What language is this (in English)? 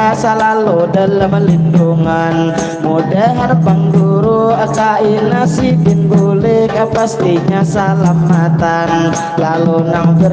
Banjar